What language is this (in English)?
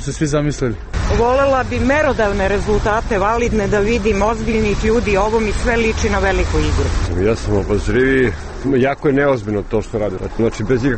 Serbian